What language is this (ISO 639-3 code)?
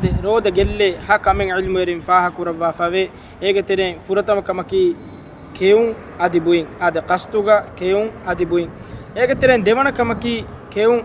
div